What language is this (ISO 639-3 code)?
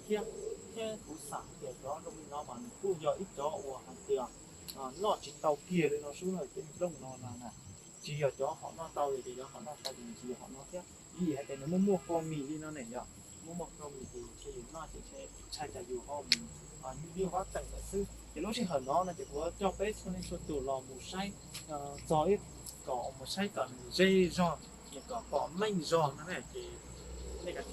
hmn